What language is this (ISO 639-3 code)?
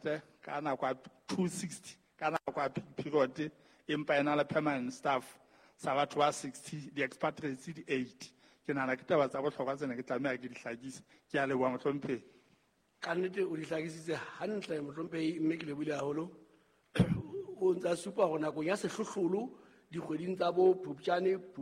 sot